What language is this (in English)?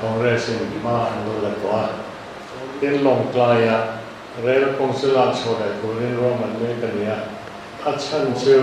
Mizo